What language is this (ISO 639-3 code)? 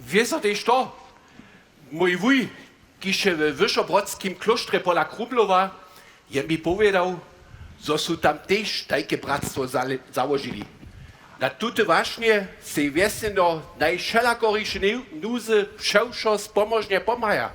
hsb